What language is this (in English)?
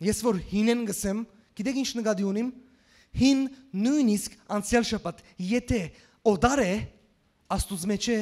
Western Armenian